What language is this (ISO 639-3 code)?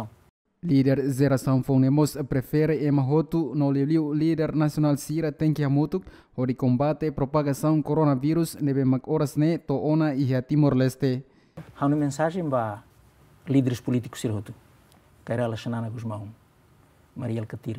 tet